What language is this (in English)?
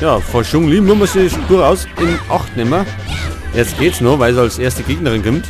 Bavarian